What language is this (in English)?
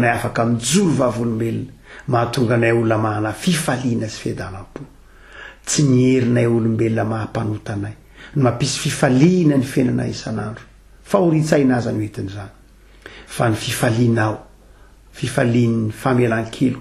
Malagasy